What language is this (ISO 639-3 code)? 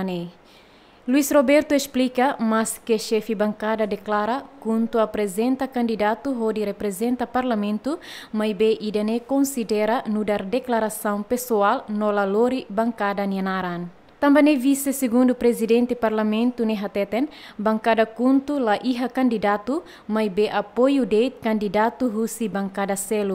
tet